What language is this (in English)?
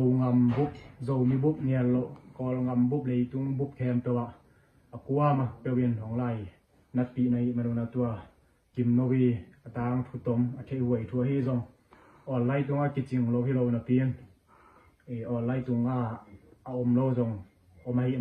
Tedim Chin